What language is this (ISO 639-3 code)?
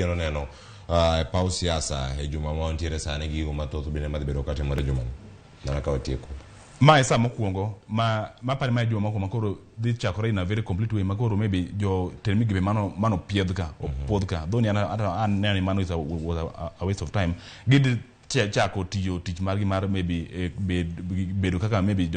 luo